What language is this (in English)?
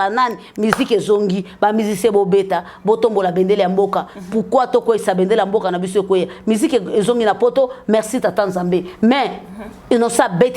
Lingala